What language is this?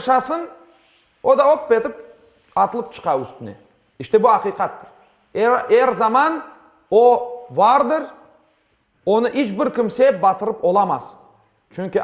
Crimean Tatar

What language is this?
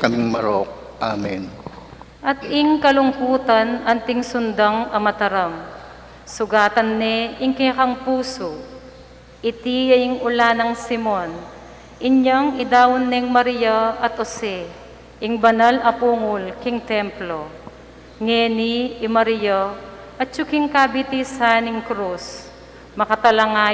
Pampanga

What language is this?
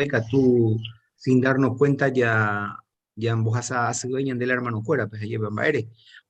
Guarani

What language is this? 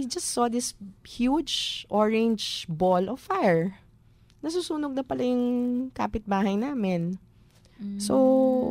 Filipino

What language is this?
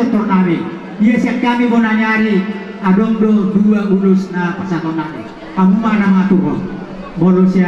Batak Toba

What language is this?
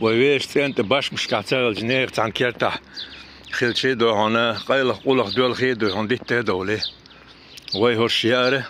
Chechen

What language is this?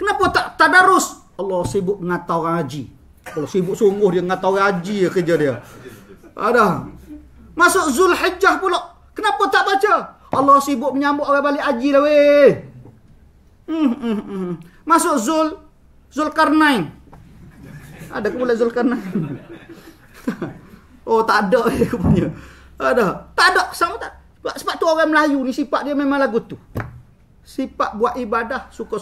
Malay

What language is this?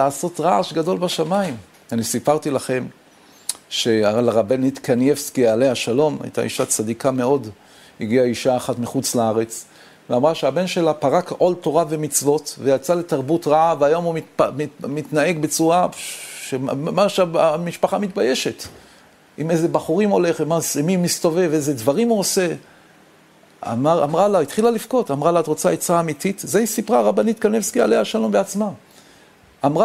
Hebrew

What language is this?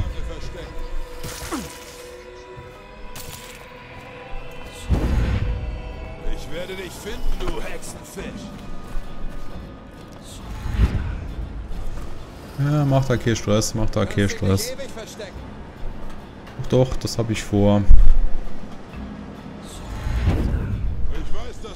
German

